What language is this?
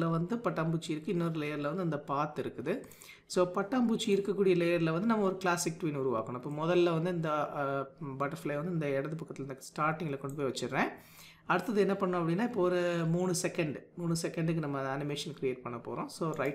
Tamil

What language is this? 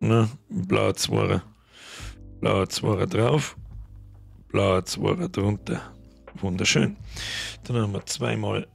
Bavarian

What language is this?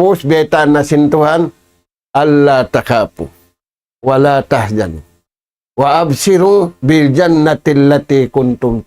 Tausug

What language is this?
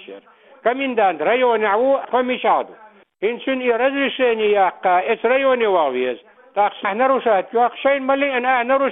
Chechen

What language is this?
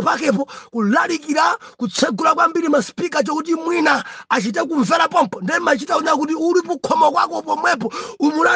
Nyanja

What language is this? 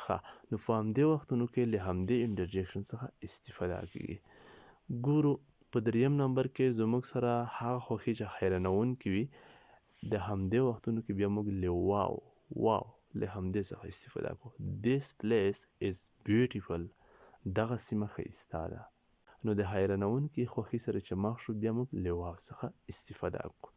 Pashto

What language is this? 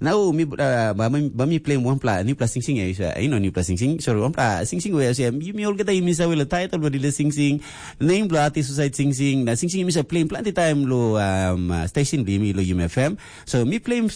Tok Pisin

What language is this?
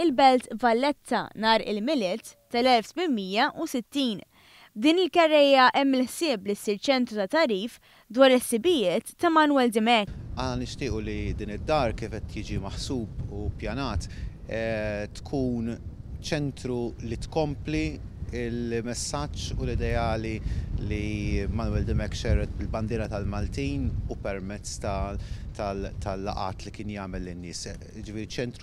Maltese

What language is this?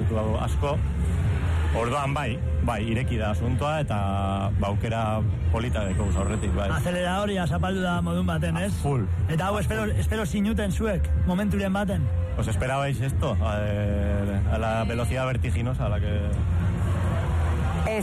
Basque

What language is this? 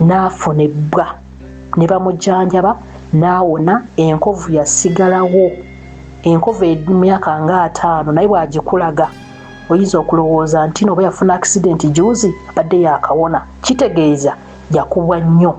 Ganda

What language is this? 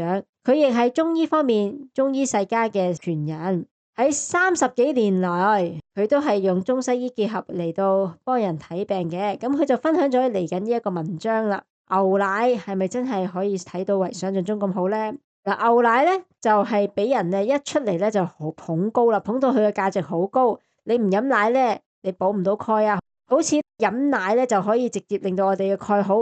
Cantonese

